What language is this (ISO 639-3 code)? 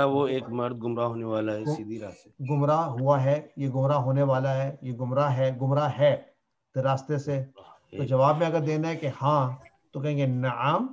urd